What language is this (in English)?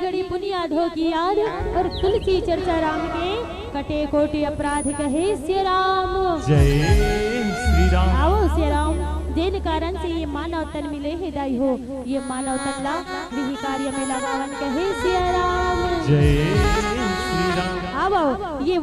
Chhattisgarhi